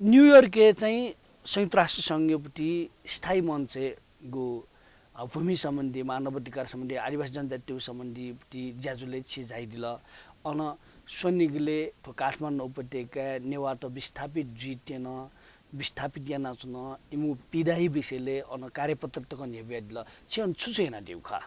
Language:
Newari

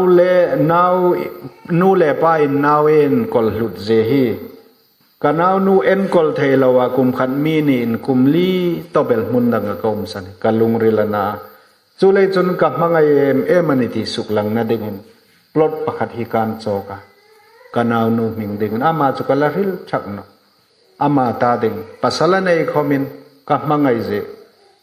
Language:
Hmar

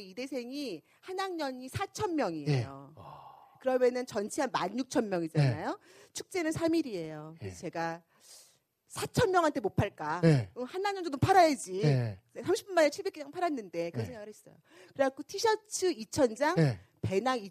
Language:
Korean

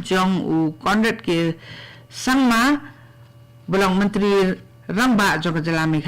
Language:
Khasi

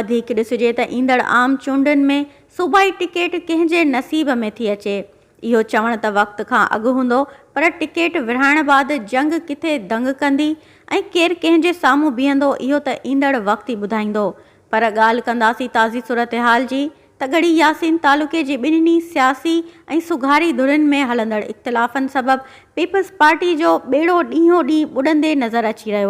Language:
Sindhi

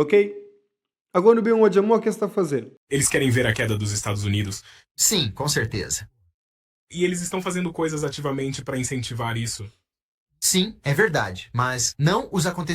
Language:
Kabuverdianu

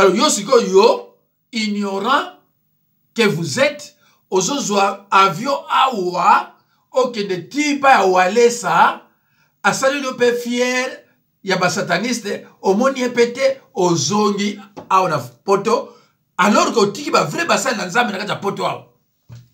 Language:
Lingala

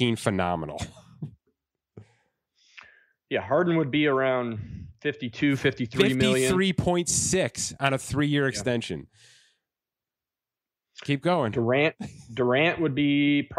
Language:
English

